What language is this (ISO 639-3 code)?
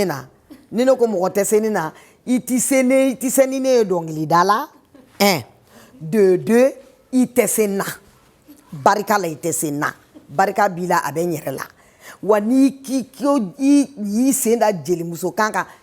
bam